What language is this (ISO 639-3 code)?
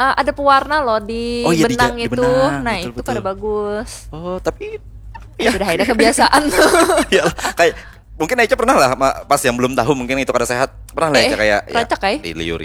bjn